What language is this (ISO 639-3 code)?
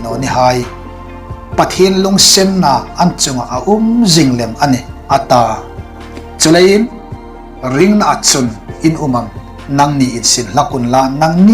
hmr